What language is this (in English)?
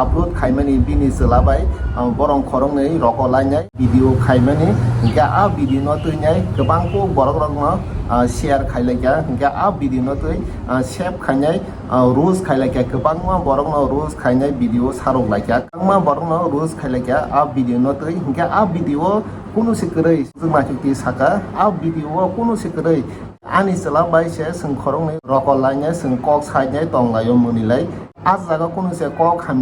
Kok Borok